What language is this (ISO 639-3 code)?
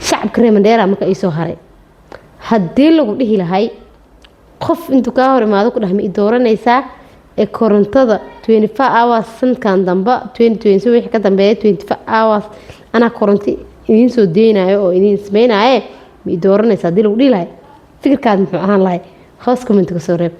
som